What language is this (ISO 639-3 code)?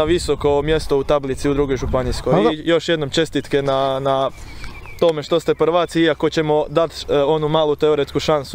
hrv